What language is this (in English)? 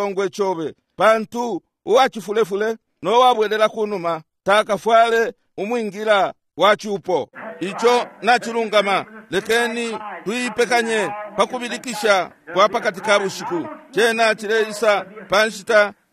Bemba